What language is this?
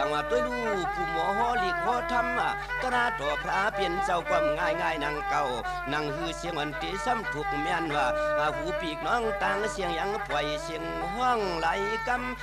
Shan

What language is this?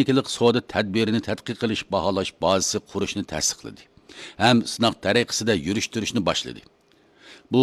Uyghur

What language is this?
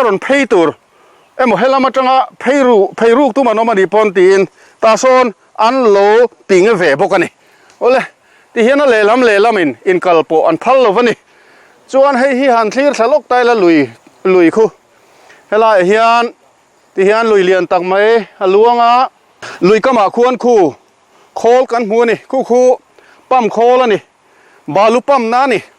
Mizo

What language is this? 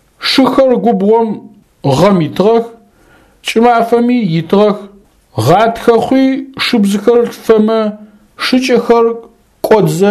Adyghe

